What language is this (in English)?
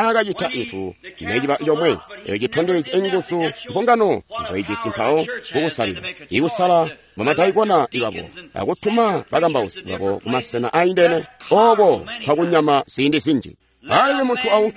Tonga (Zambia)